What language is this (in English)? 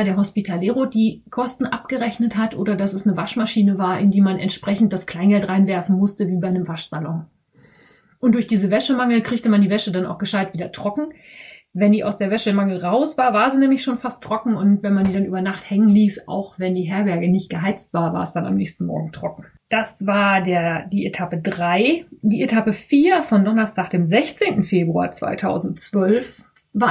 German